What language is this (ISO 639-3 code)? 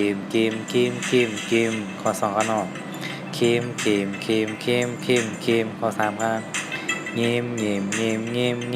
shn